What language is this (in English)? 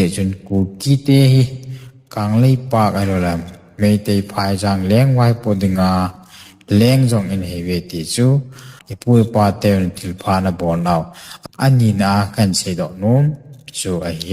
Thado Chin